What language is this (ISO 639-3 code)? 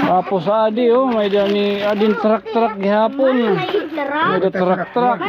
war